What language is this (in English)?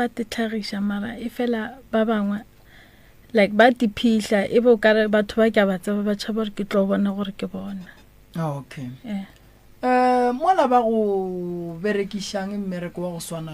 Northern Sotho